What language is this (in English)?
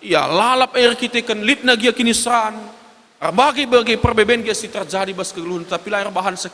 Batak Karo